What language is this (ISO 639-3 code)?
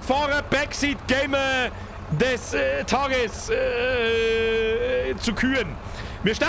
bar